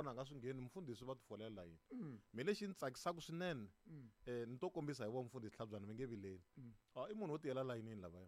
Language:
Tsonga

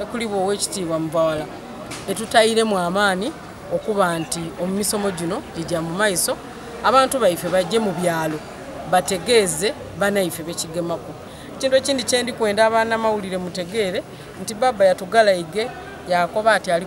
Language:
Soga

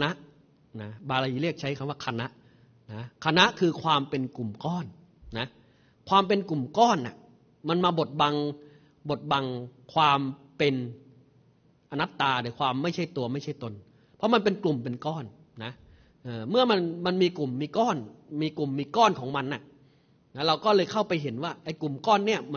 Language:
Thai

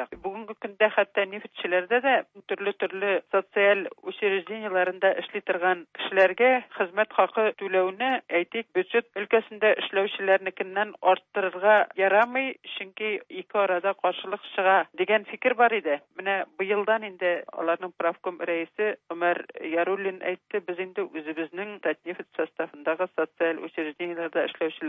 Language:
Tatar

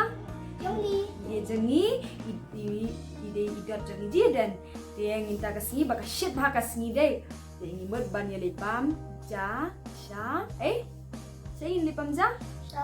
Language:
Khasi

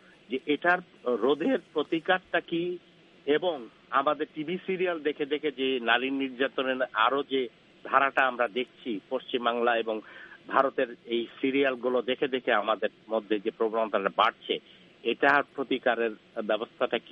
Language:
Bangla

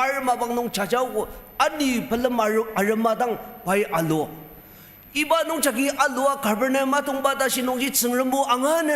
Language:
Ao Naga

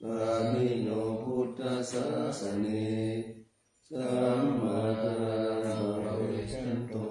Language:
Pali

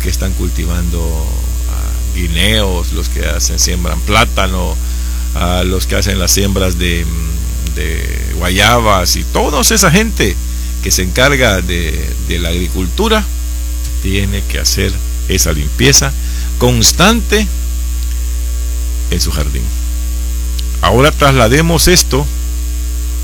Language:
Spanish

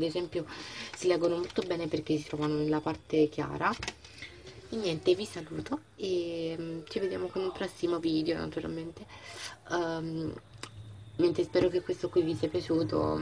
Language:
Italian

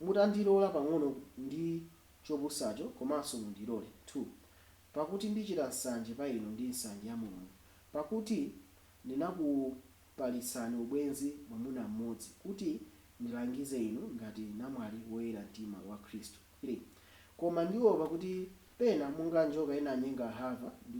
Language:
Nyanja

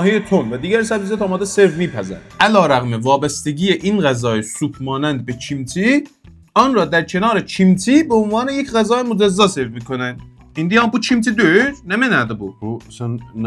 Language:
South Azerbaijani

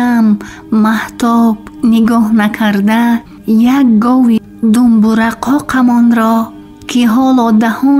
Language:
Tajik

